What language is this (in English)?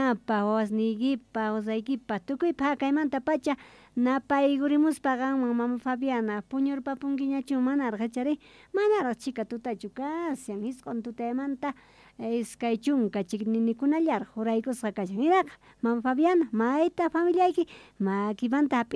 South Bolivian Quechua